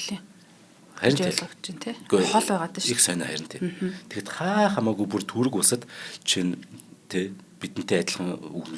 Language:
Mongolian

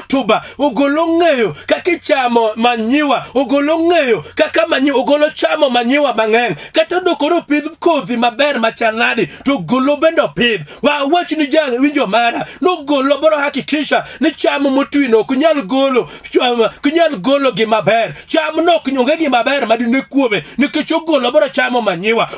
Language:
Luo (Kenya and Tanzania)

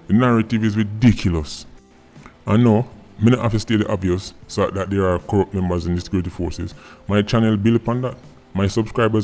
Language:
Jamaican Creole English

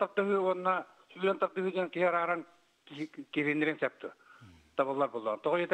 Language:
Yakut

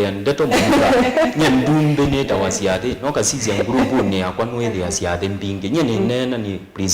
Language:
Kamba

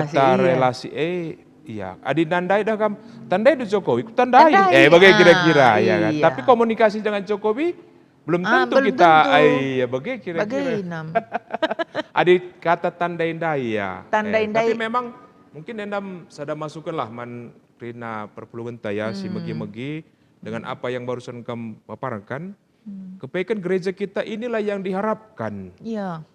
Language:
Batak Karo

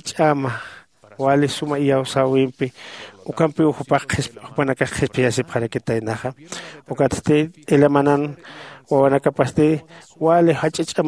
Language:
Aymara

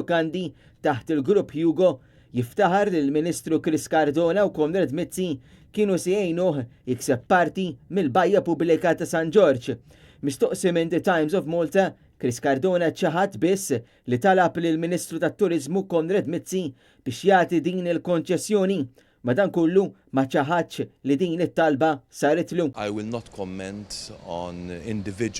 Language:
Maltese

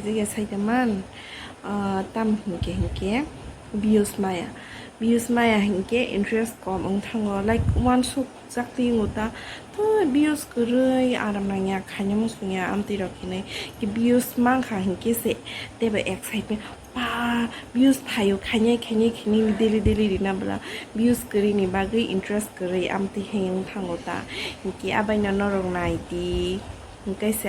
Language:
Kok Borok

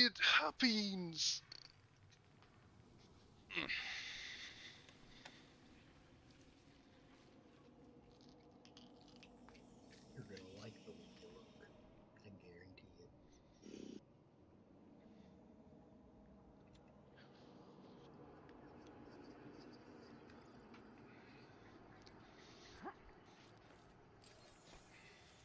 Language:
English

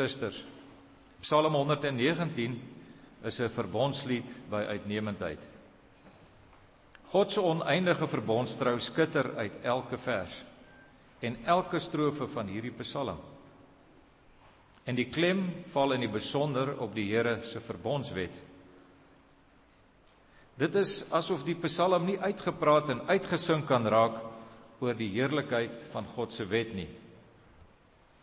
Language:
Afrikaans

